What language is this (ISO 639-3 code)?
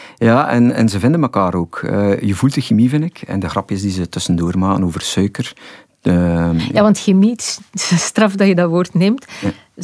nld